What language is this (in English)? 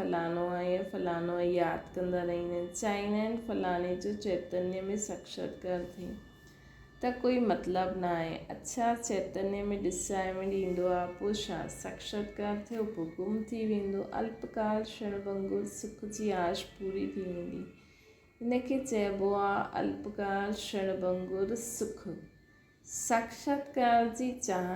Sindhi